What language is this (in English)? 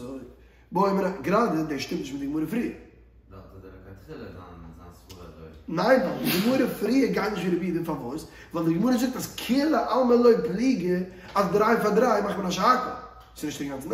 Yiddish